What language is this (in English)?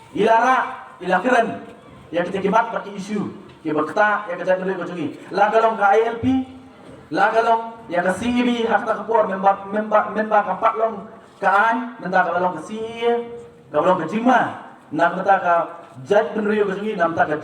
Khasi